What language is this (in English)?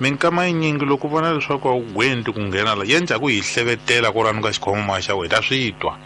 Tsonga